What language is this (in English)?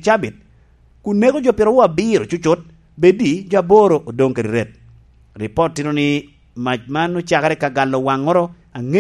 Lango (Uganda)